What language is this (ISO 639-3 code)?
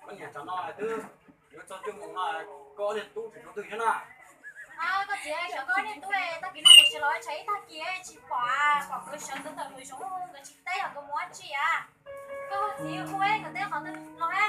hmn